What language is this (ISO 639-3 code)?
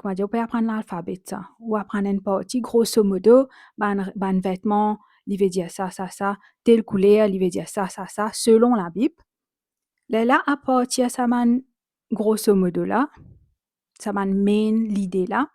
mfe